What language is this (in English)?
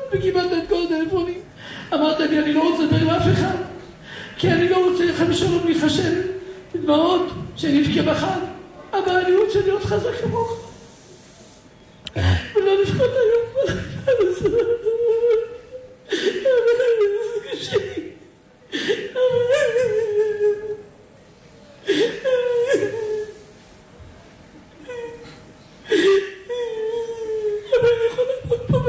Hebrew